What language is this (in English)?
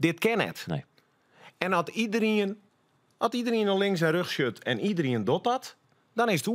Western Frisian